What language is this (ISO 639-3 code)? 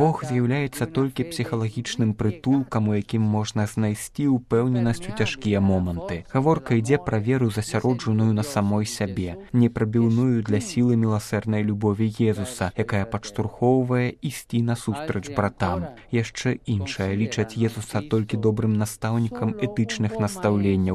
bel